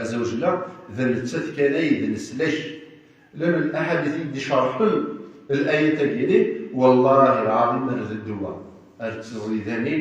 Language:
Kabyle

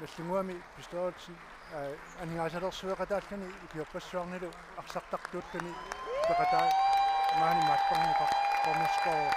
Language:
Kalaallisut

